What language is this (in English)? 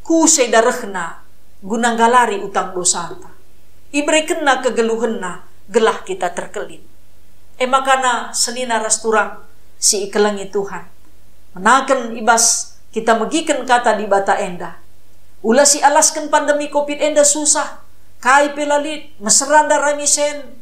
Batak Karo